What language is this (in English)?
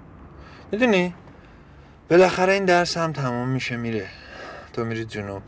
Persian